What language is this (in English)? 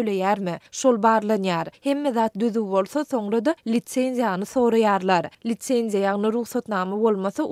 Turkmen